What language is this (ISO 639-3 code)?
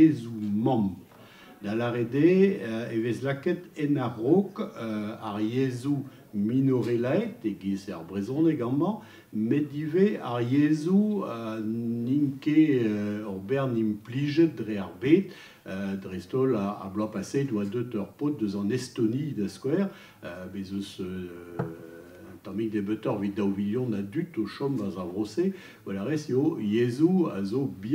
bre